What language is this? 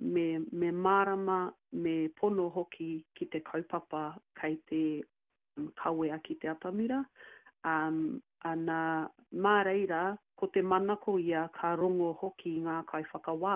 Māori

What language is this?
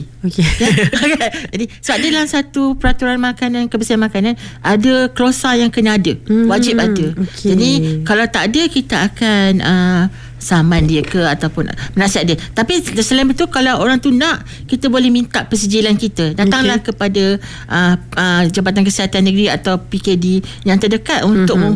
Malay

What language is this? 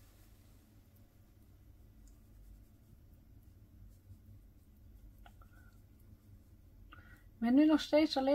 Dutch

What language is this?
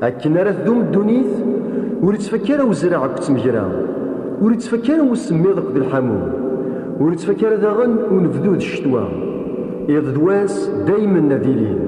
Kabyle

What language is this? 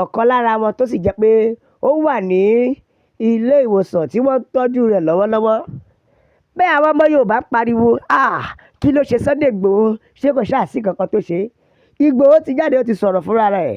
Yoruba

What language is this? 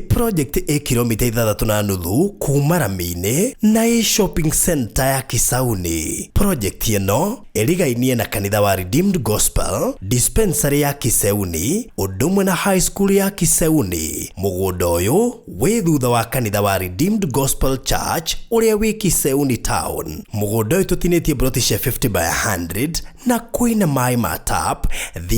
Kikuyu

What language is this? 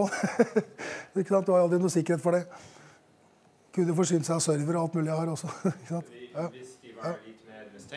Norwegian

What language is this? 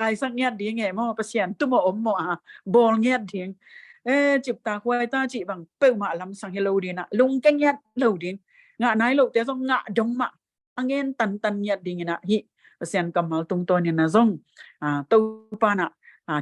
Tedim Chin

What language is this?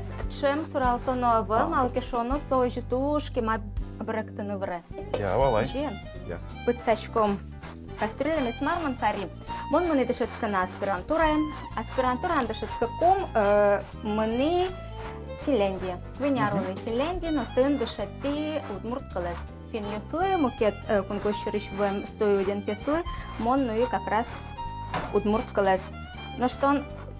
Udmurt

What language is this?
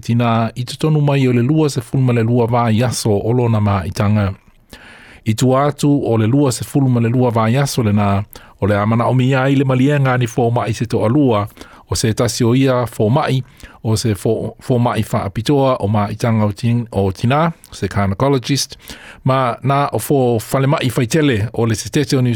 Samoan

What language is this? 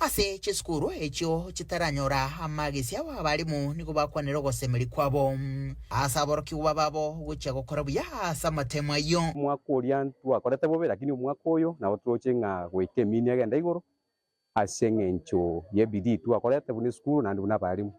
Gusii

